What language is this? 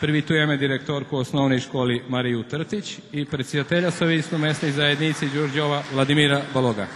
Rusyn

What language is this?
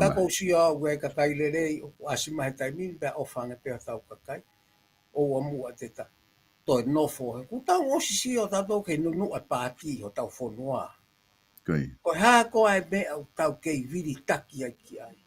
Tongan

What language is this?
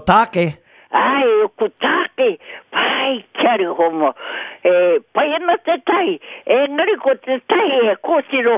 Māori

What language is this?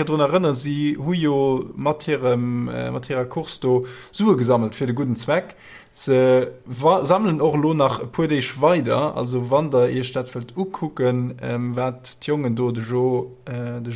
Luxembourgish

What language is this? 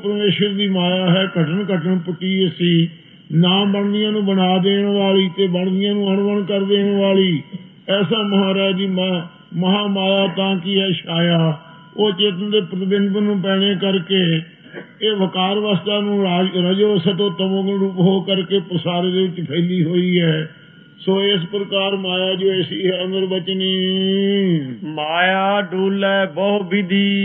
Punjabi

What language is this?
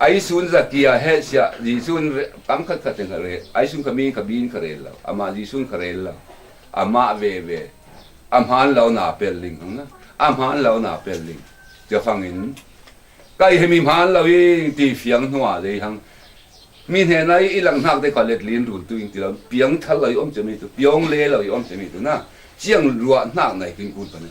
Falam Chin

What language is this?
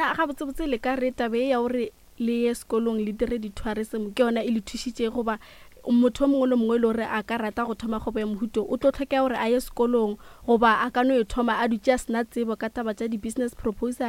Northern Sotho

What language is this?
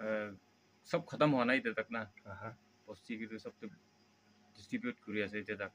Naga Pidgin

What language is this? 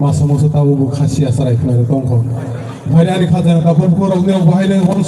Kok Borok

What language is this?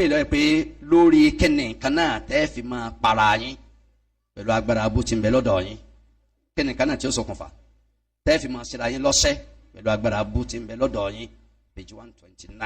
Yoruba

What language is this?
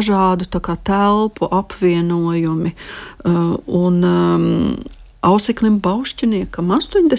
Latvian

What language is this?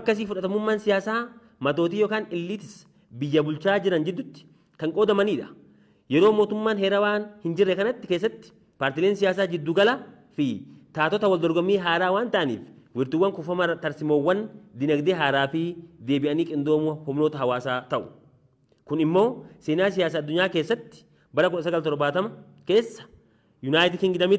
Oromo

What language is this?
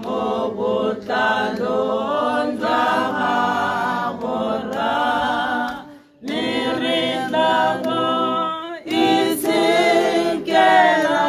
Tswana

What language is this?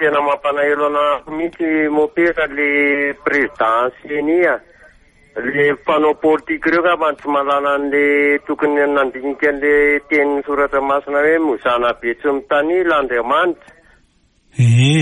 Malagasy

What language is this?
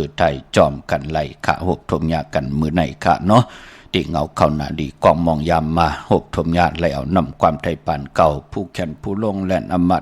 Shan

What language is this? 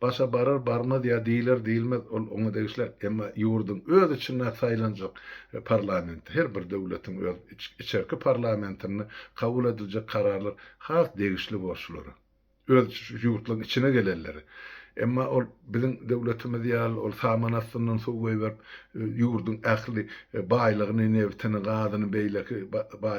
Turkmen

